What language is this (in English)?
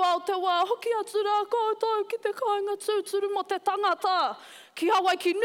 Māori